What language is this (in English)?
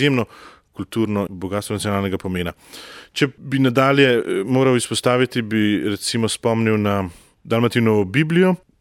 Slovenian